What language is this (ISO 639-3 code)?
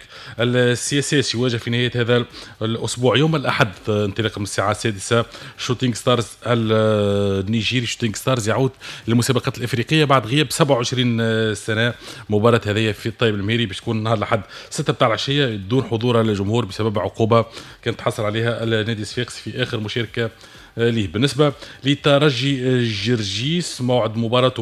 aeb